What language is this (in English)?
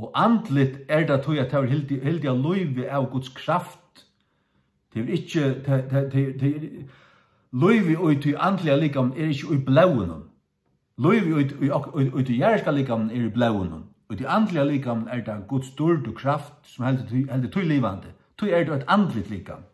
Faroese